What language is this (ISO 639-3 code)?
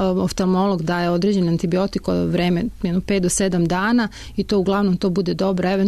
srp